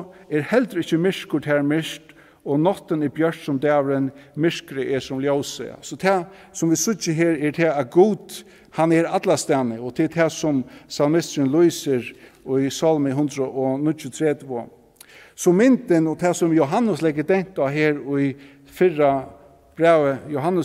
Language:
Faroese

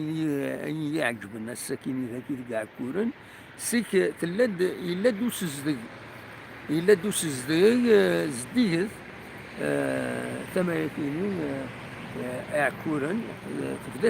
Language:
Kabyle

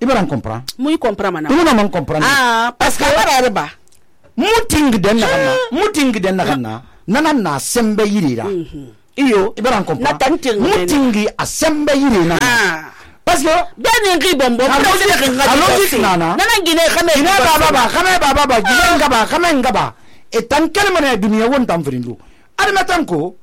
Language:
Susu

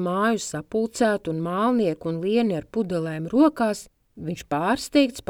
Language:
Latvian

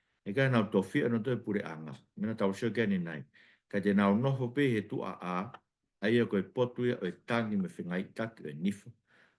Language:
Tongan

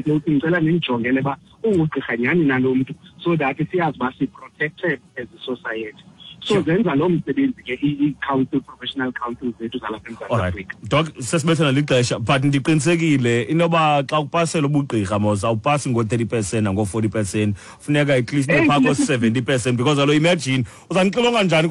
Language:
Xhosa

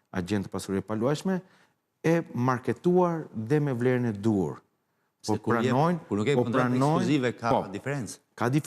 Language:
Albanian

